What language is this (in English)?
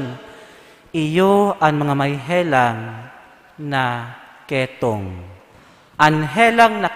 Bikol